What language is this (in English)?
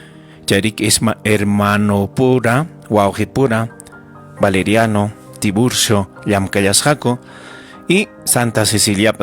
Ayacucho Quechua